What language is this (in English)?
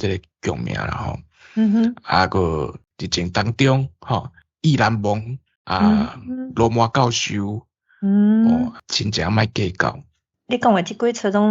Min Nan Chinese